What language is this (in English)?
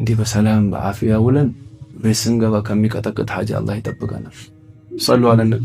Amharic